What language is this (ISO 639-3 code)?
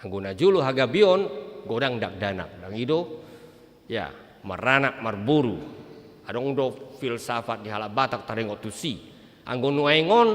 bbc